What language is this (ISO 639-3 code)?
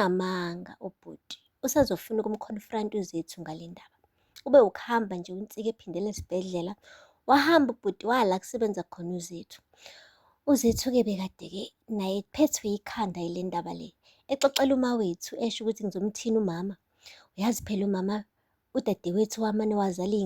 zul